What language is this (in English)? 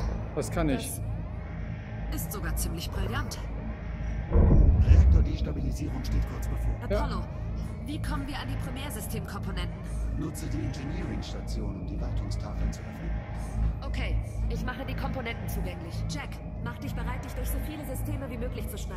German